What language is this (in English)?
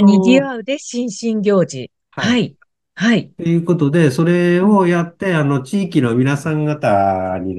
Japanese